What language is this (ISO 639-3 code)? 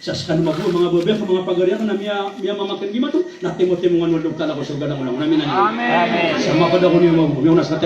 mrw